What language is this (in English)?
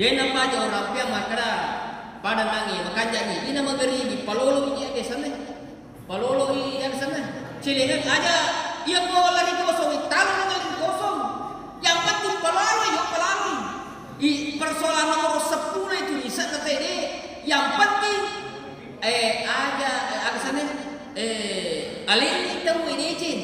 Buginese